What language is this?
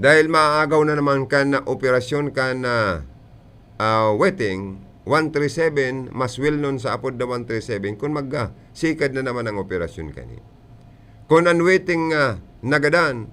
Bikol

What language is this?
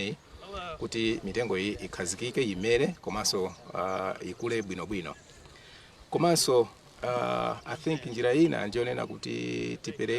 Nyanja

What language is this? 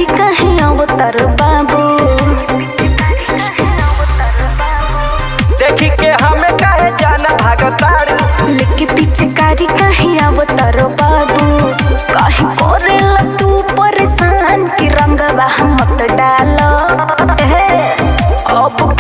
Bhojpuri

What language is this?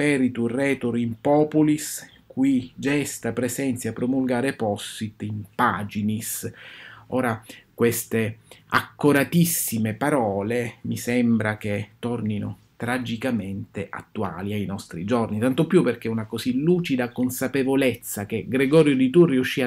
Italian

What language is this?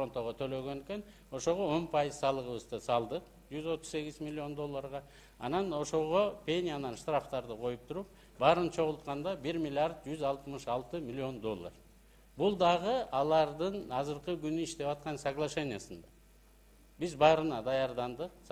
Kyrgyz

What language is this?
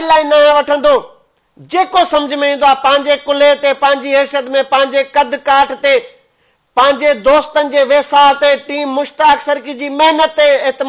Sindhi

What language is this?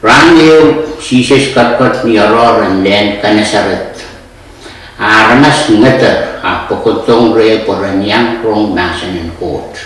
Pohnpeian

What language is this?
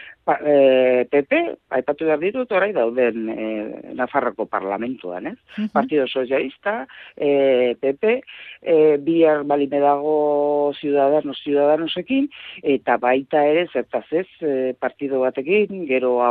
Basque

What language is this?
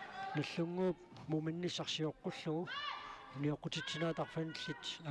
Kalaallisut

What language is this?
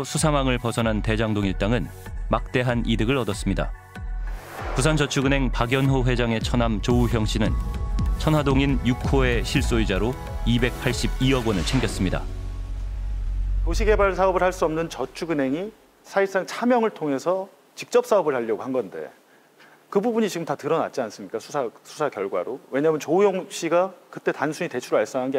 Korean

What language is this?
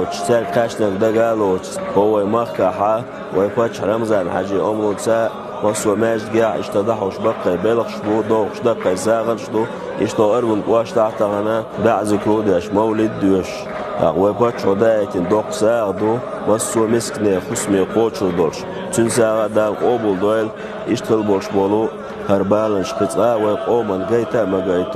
Chechen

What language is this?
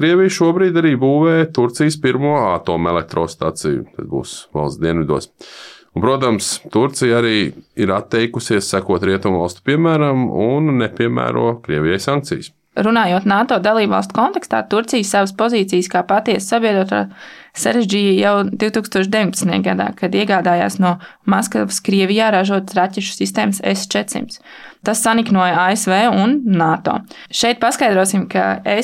Latvian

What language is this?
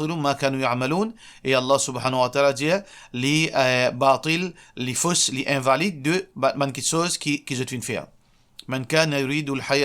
Morisyen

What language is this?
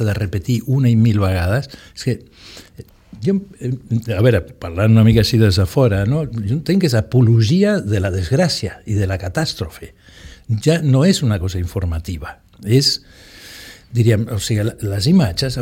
Catalan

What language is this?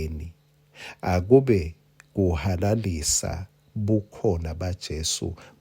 Swati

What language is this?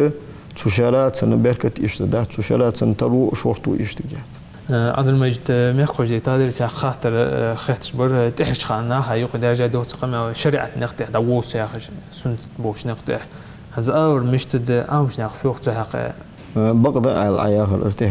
Ingush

